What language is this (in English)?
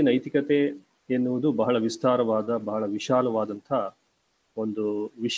Kannada